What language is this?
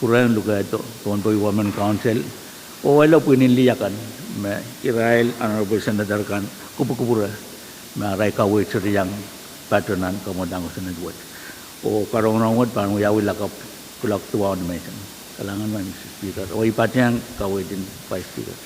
Pohnpeian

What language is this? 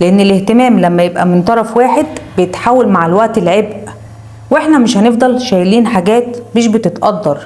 Egyptian Arabic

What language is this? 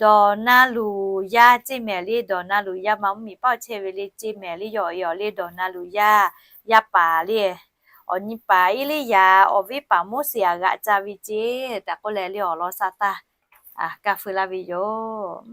Lahu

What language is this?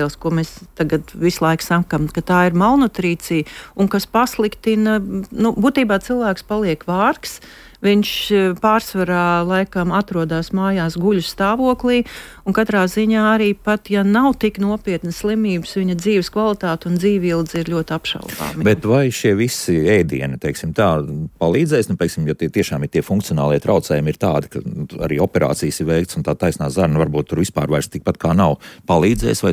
Latvian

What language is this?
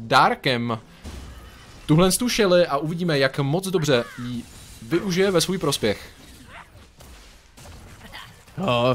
Czech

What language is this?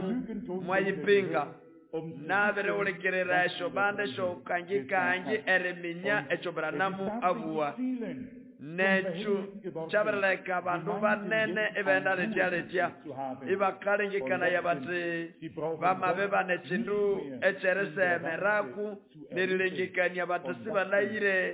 Nande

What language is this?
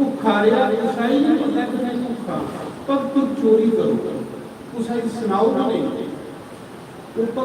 Dogri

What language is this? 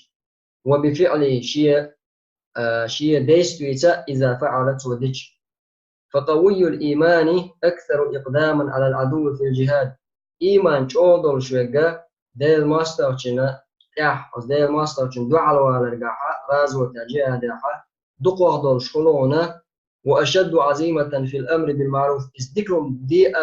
Chechen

